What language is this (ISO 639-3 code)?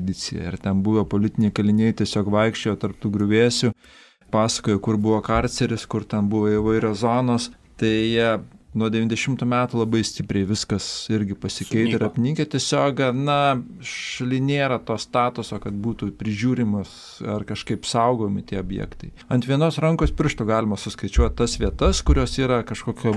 lit